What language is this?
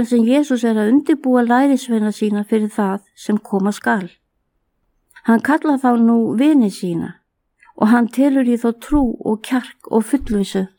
Icelandic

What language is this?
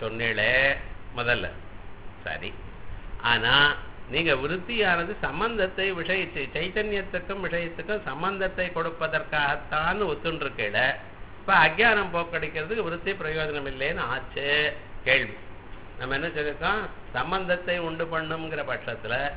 Tamil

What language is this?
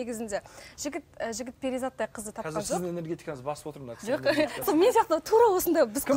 Kazakh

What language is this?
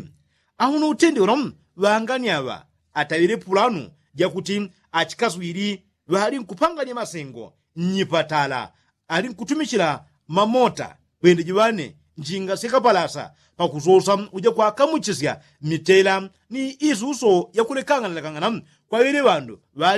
Yao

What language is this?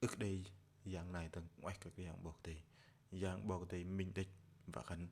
Bahnar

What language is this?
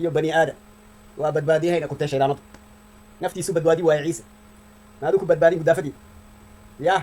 Somali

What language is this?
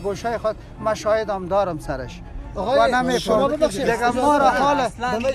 Persian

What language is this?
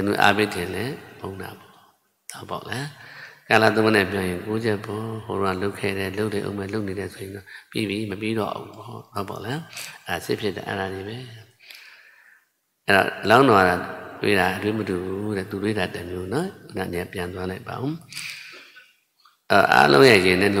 Burmese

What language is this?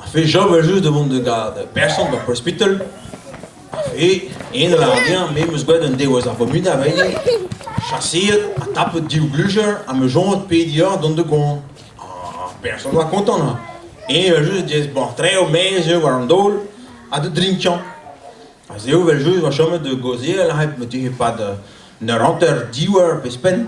Breton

